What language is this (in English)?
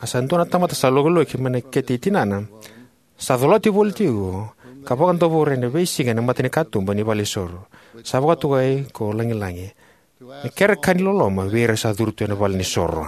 Fijian